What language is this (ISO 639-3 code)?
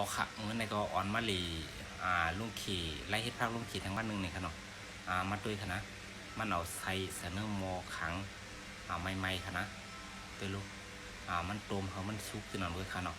shn